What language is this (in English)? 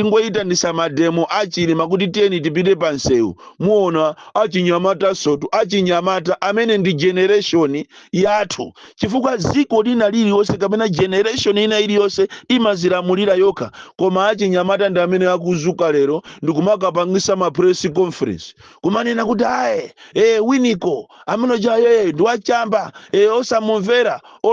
Nyanja